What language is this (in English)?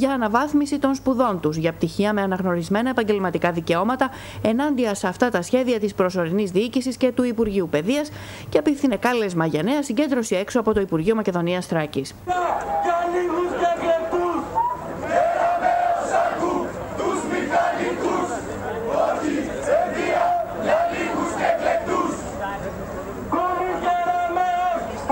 Greek